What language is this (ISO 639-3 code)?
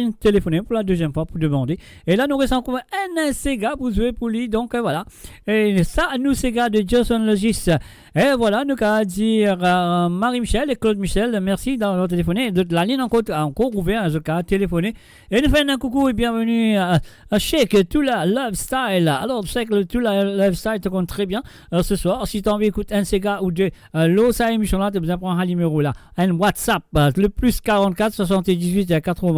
mfe